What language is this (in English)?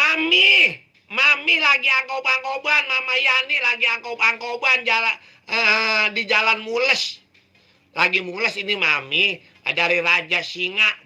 Betawi